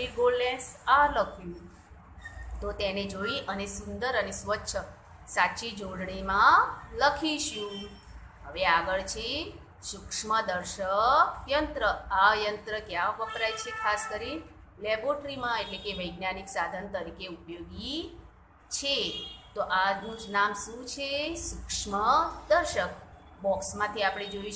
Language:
Gujarati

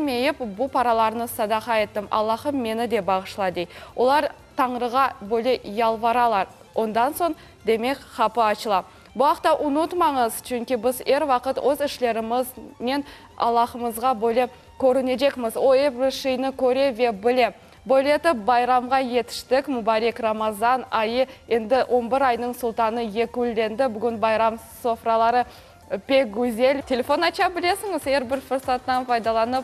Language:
Crimean Tatar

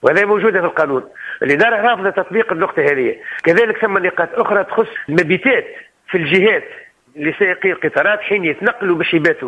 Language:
Tunisian Arabic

